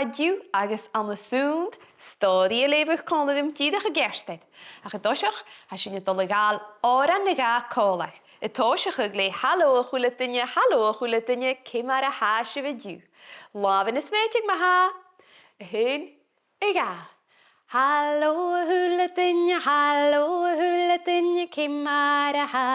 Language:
Scottish Gaelic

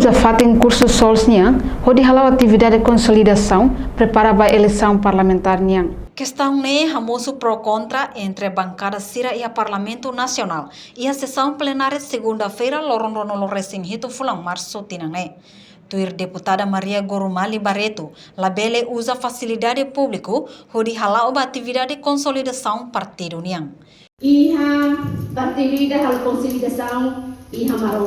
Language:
Tetum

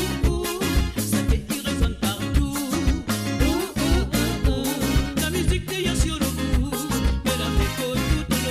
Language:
Morisyen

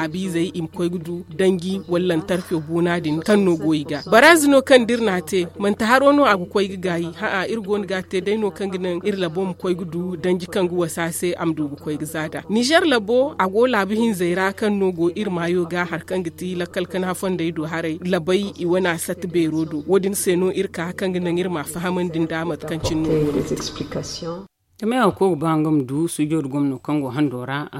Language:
Zarma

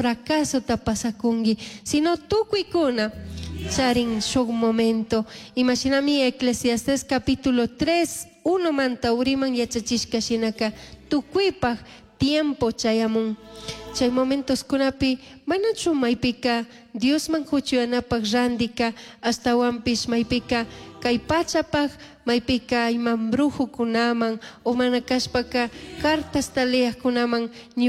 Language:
Chimborazo Highland Quichua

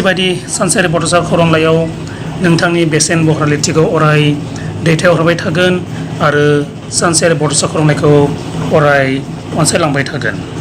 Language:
Bodo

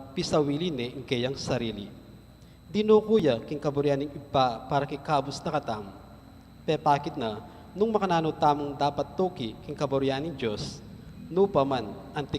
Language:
Pampanga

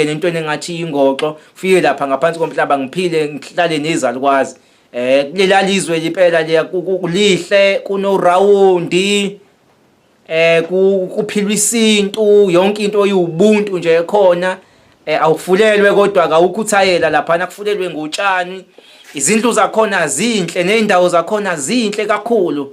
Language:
Zulu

